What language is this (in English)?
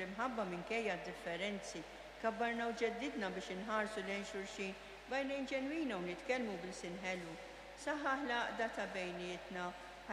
Maltese